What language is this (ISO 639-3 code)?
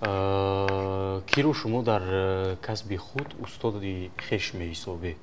tgk